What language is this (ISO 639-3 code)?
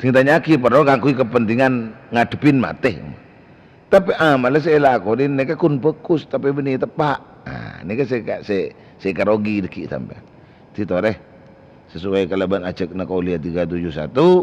mad